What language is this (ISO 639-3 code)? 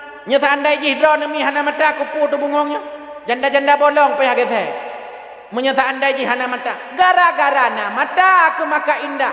ace